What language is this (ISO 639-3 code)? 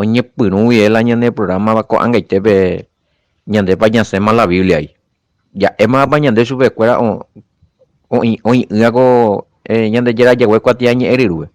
grn